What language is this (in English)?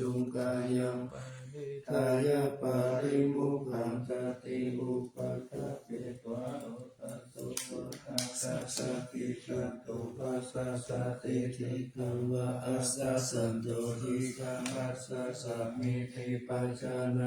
Pali